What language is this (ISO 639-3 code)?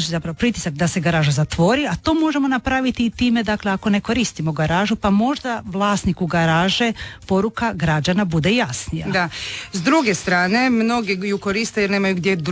hrv